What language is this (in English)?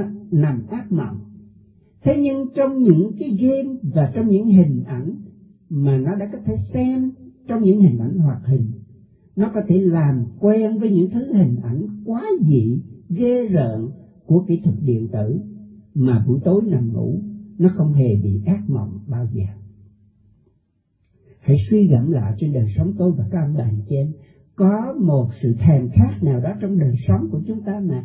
Vietnamese